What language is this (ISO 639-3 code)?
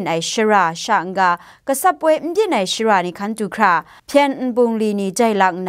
kac